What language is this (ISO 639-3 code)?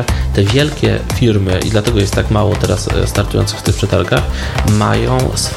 pol